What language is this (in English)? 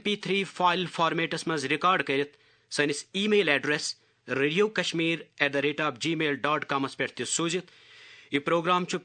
Kashmiri